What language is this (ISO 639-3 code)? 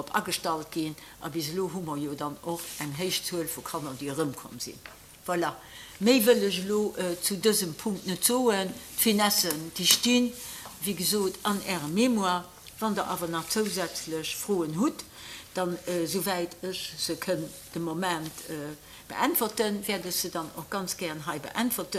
ltz